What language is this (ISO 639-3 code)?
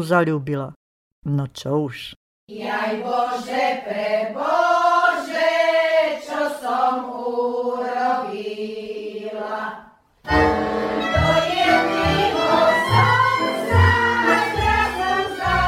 slk